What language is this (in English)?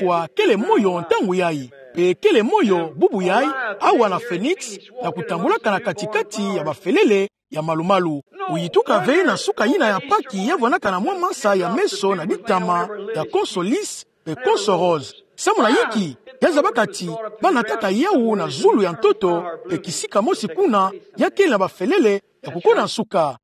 Kituba (Democratic Republic of Congo)